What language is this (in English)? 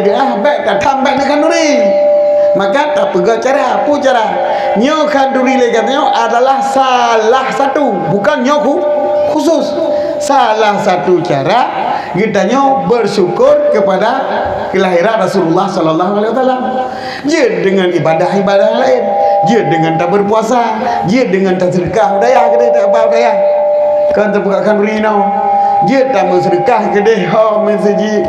Achinese